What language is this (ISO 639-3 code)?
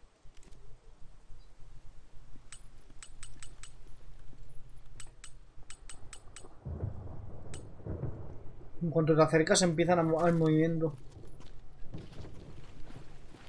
spa